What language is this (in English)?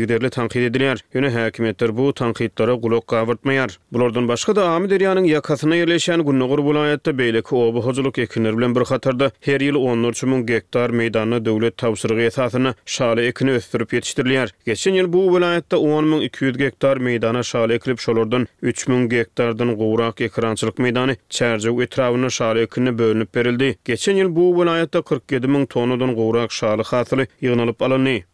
Turkmen